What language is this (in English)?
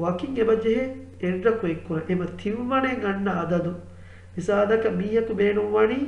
Divehi